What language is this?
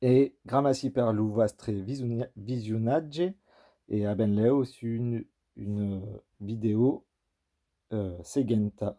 Occitan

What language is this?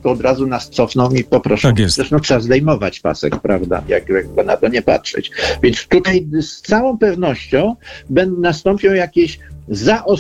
Polish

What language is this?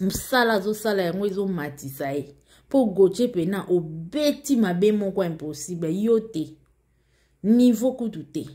Lingala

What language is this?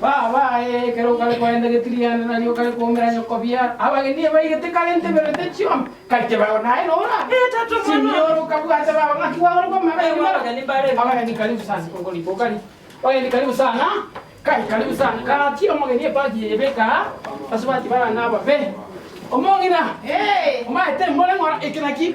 Gusii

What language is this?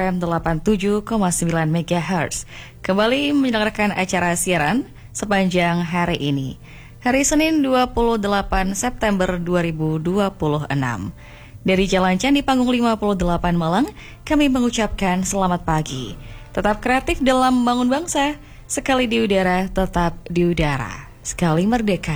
Indonesian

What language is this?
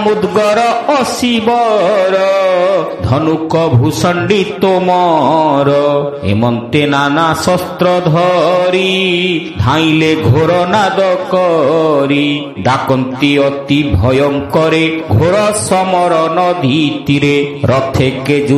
Odia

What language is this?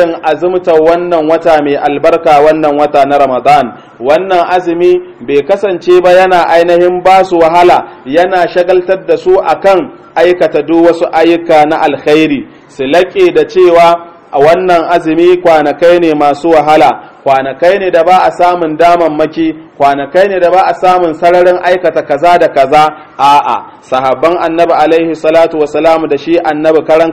Hausa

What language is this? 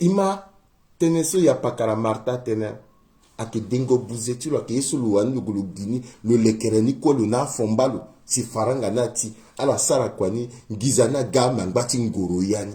Sango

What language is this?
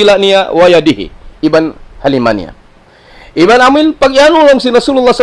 Tausug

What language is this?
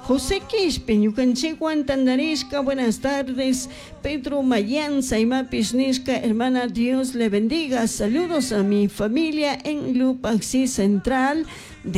Chimborazo Highland Quichua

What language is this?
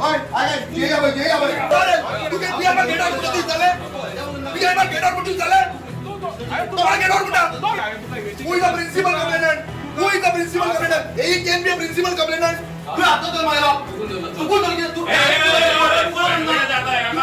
Konkani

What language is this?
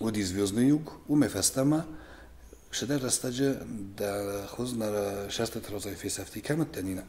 Ossetic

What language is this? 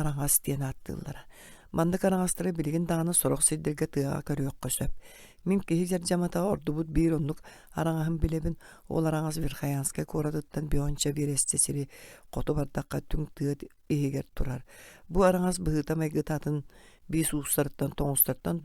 Yakut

